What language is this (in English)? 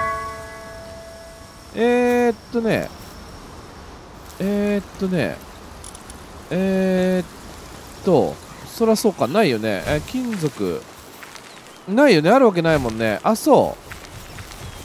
Japanese